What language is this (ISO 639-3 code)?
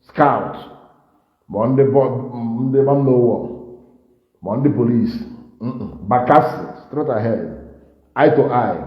ibo